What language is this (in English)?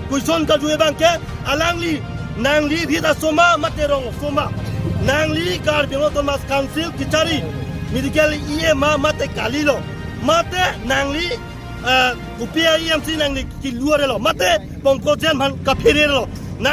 Karbi